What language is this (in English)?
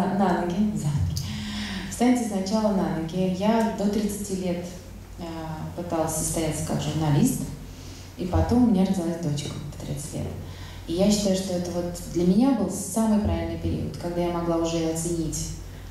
Russian